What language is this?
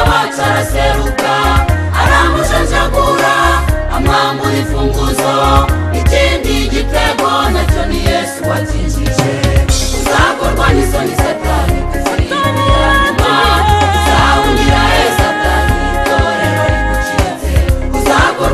Kinyarwanda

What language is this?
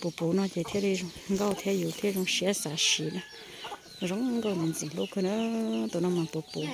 Hmong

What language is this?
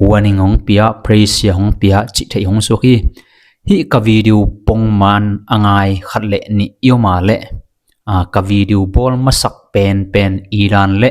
Tedim Chin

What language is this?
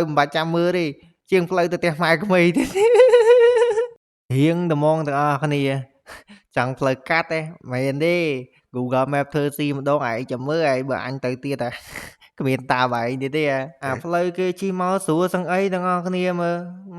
Khmer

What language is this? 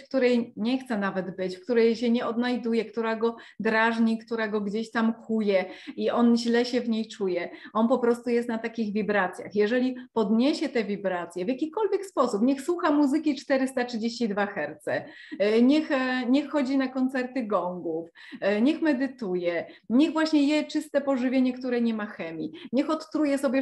Polish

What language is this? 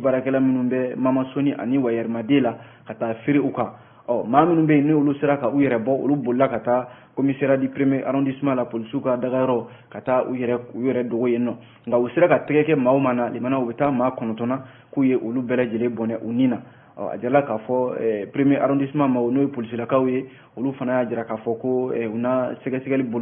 Bambara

